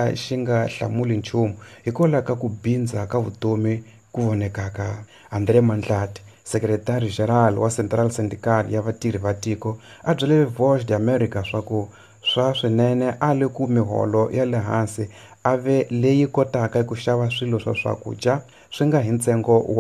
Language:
Tsonga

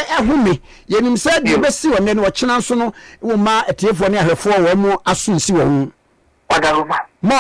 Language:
Akan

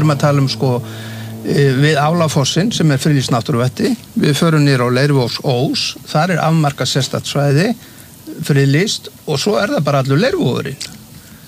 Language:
Icelandic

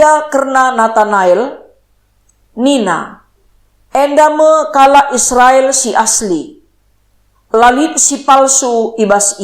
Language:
Batak Karo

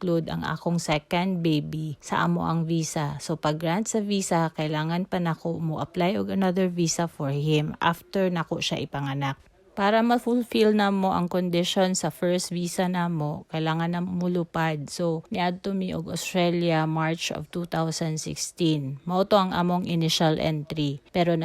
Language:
Cebuano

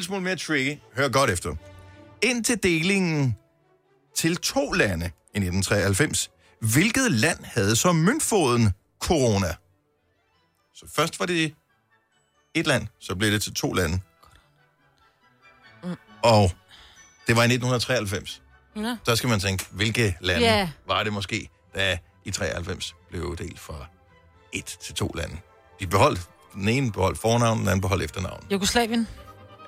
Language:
Danish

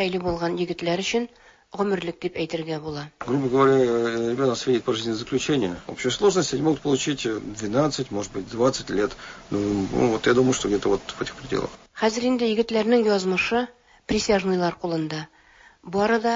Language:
Tatar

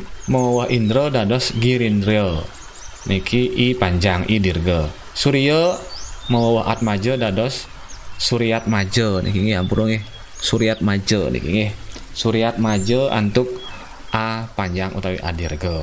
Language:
Balinese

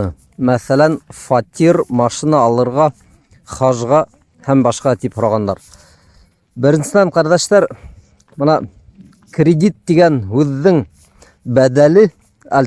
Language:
Bashkir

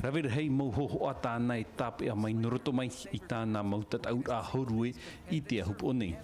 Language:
Tahitian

